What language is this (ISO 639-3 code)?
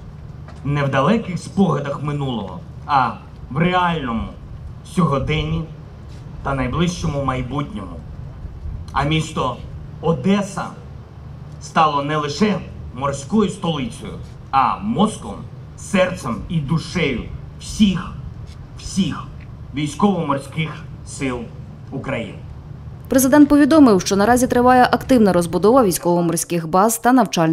ukr